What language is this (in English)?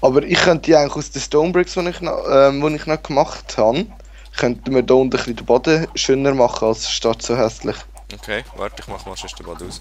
Swiss German